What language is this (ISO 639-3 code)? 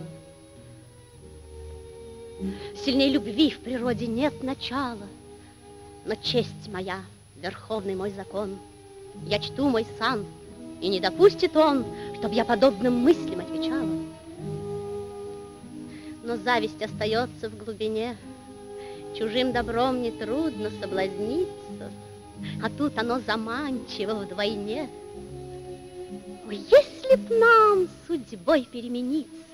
rus